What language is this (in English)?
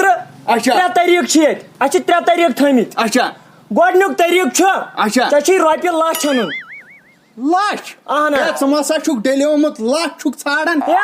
Kashmiri